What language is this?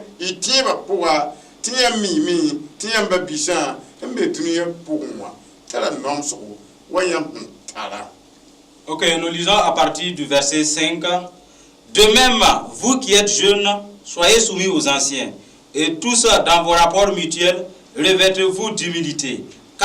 Mossi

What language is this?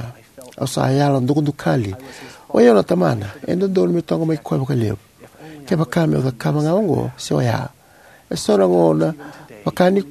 Fijian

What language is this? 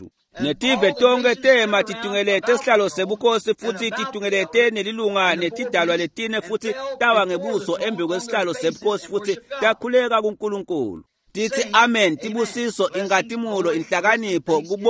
Swati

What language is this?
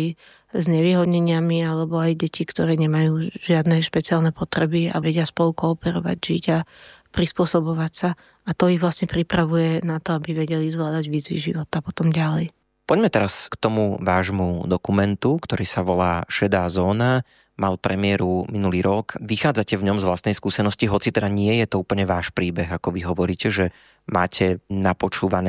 Slovak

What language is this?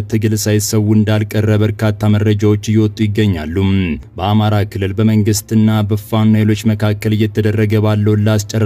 Amharic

